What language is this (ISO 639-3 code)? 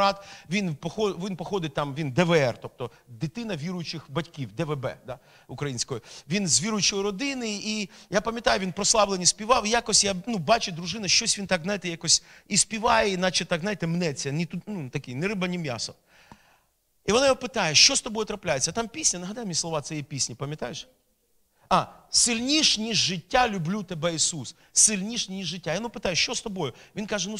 ukr